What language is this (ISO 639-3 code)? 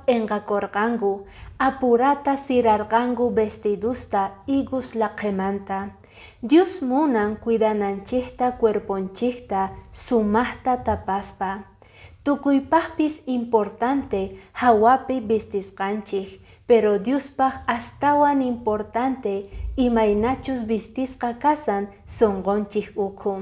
que